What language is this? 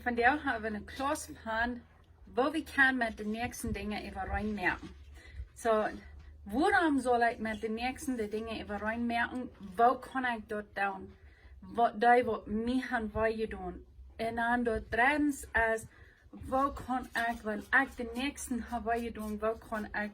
Plautdietsch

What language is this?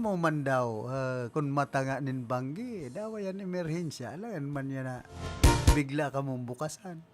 Bikol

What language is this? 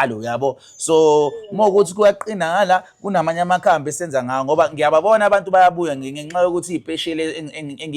Zulu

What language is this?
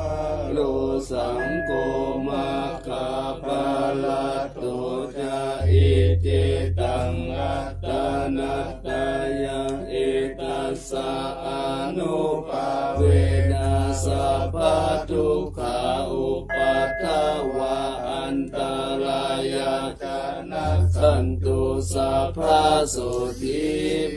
Pali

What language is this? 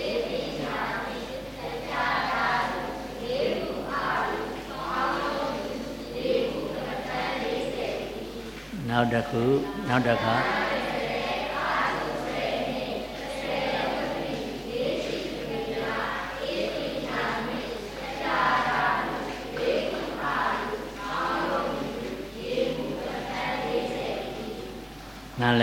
Burmese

